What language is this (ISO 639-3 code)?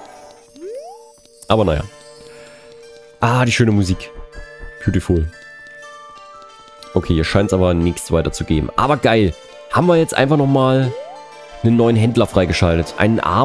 deu